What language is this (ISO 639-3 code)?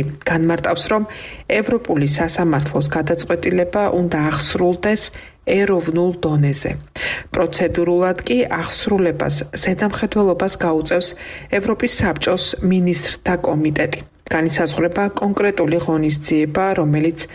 kat